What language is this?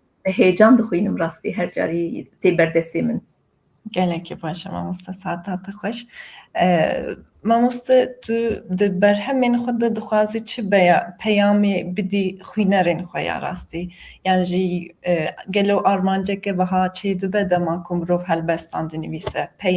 Kurdish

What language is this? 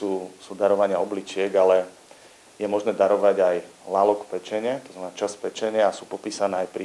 Slovak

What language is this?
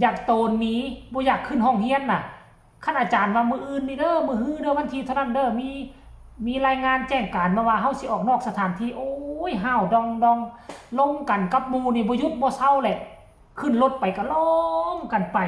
Northeastern Thai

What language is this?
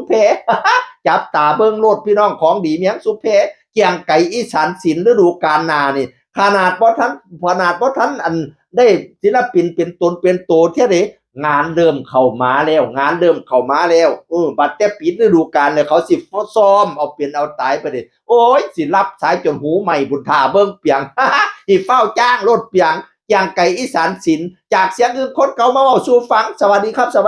Northeastern Thai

